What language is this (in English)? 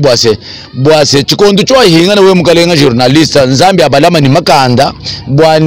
Luba-Lulua